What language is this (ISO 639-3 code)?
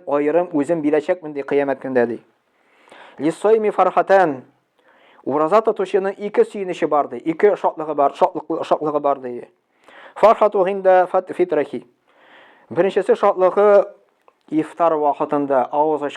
tat